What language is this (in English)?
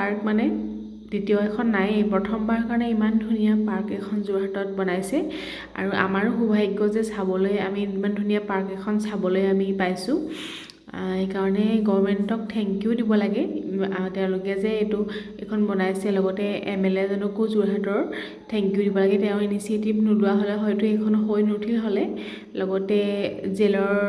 Assamese